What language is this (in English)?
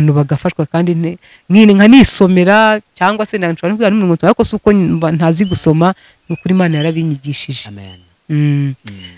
Kinyarwanda